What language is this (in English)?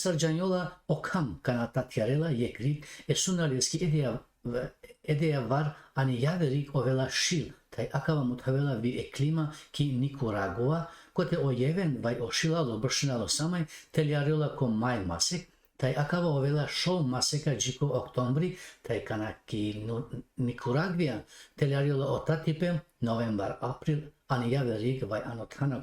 Balkan Romani